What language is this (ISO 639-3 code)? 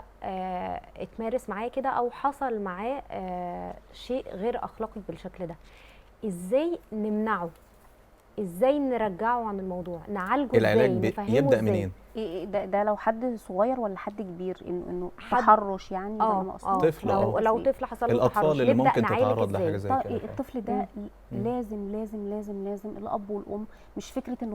arz